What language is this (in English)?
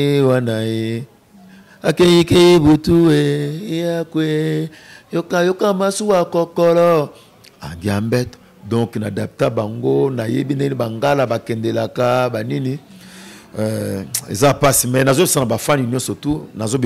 Lingala